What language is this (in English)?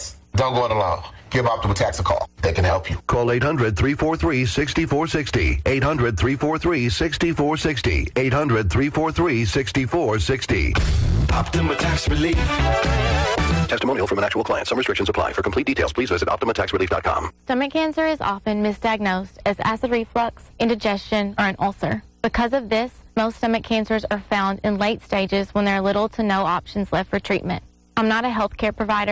English